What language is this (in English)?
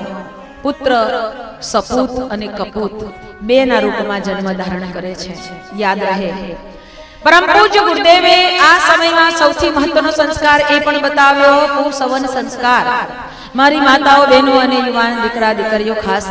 Gujarati